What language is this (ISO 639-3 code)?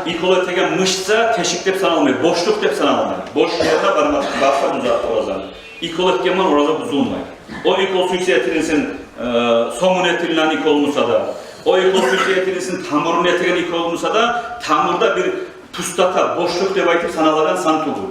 kum